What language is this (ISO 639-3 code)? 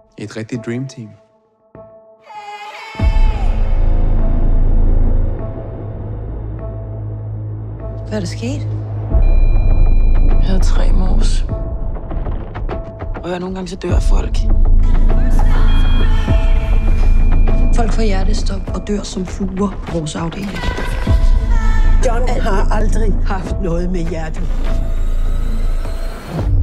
dan